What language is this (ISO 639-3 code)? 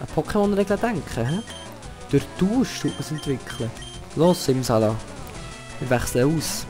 gsw